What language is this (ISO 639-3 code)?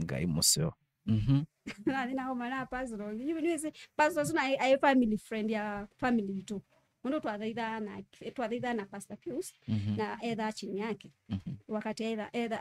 kam